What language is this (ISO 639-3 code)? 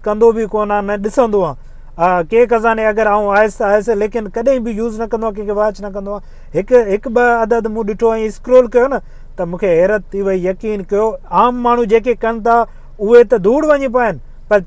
snd